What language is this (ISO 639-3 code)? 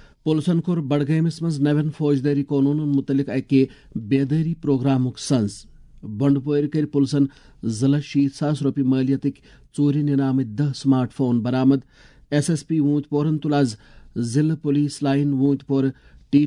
kas